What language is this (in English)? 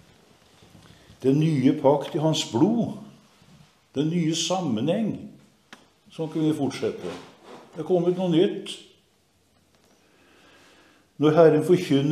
Norwegian